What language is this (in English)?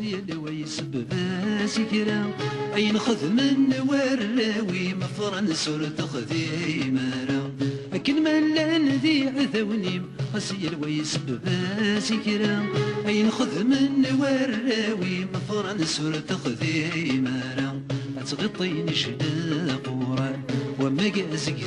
Kabyle